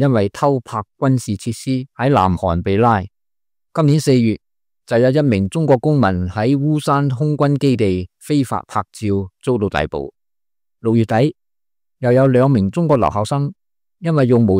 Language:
Cantonese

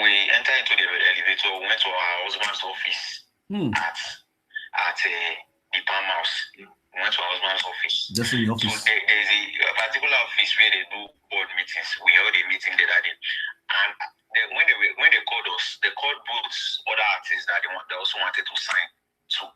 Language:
Nigerian Pidgin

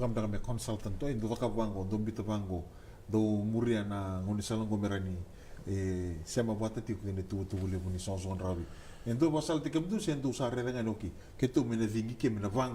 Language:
Fijian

